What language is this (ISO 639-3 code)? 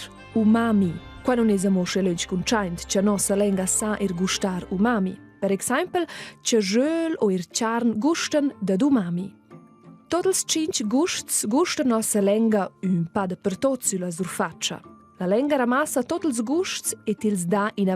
roh